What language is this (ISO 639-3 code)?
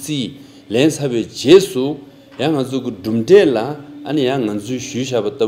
bod